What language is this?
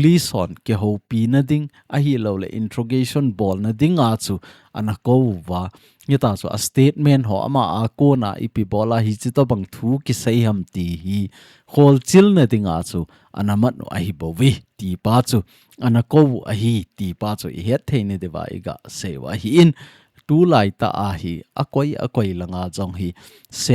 Thado Chin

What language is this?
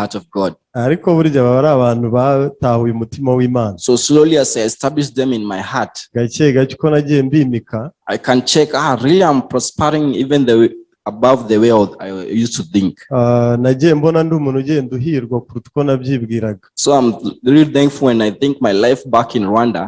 Kinyarwanda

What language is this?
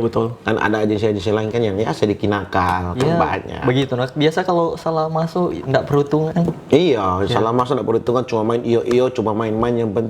Manado Malay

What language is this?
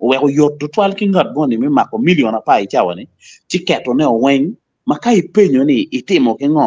Acoli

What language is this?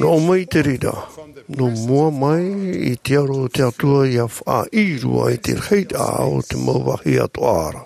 Tahitian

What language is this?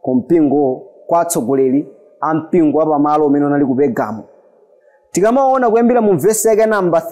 Nyanja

